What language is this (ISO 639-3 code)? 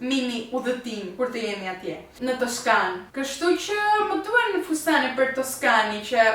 sqi